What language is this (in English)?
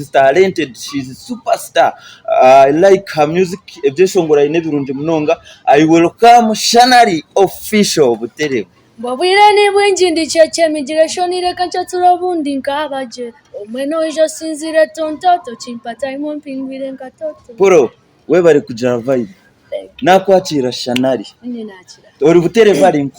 Nyankole